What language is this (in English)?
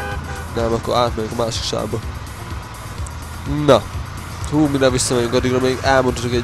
Hungarian